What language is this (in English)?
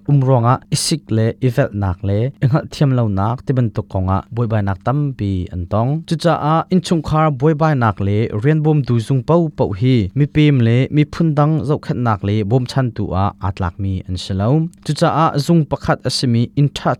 Hakha Chin